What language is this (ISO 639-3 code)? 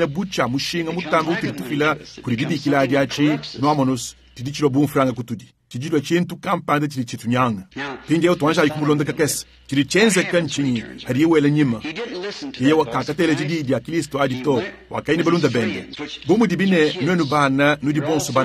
lua